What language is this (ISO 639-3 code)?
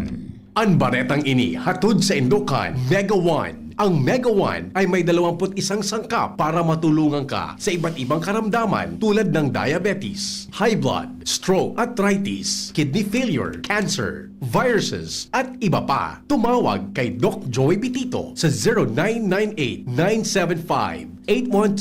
bik